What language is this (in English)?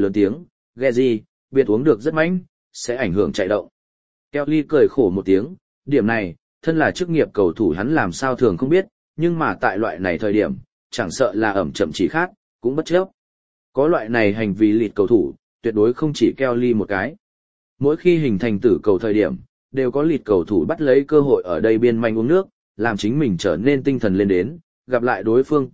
Vietnamese